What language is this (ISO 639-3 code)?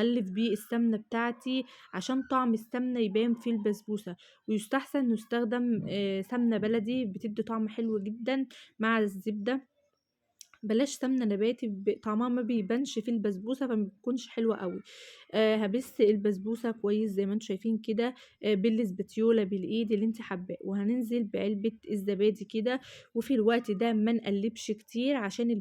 arz